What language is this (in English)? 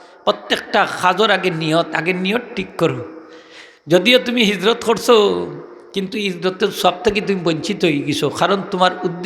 Sylheti